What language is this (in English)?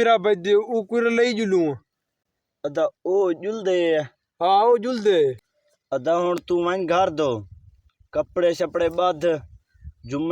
Saraiki